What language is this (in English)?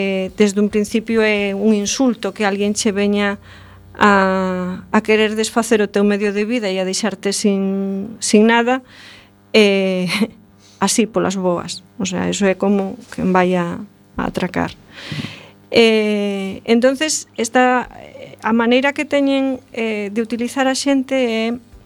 Galician